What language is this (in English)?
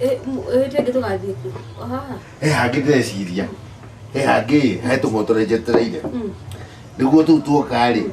Kikuyu